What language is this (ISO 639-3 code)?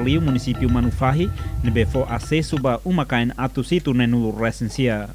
tet